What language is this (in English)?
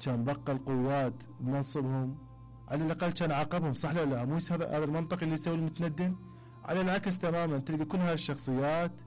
Mesopotamian Arabic